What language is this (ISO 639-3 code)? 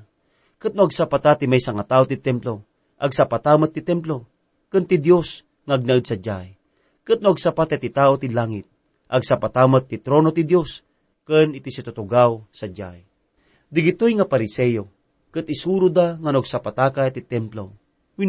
ilo